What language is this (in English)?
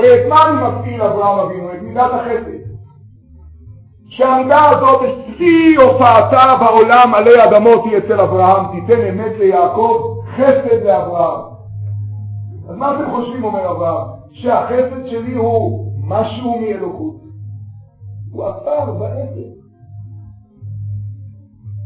Hebrew